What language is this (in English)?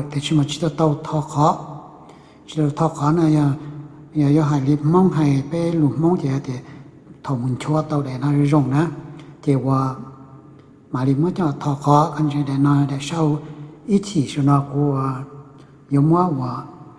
Hmong